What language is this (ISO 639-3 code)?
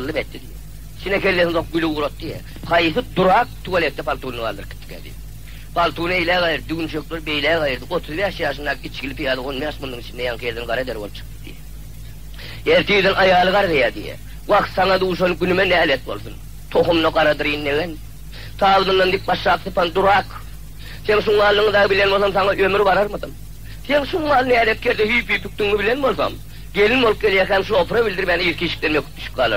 tuk